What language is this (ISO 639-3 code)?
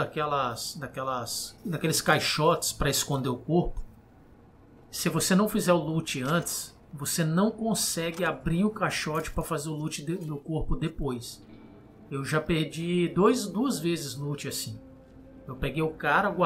por